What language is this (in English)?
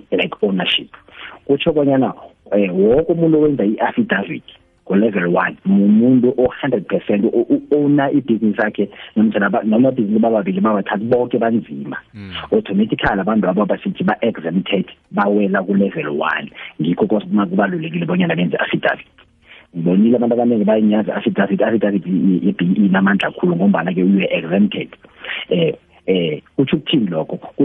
South Ndebele